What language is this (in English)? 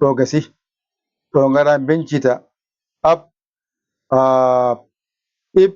Fula